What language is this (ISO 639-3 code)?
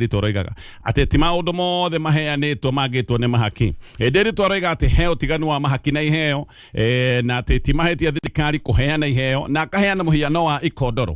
kik